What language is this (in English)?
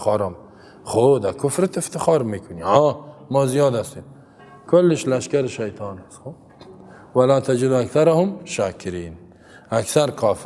Persian